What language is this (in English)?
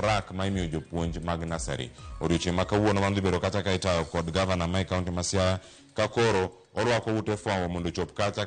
Luo (Kenya and Tanzania)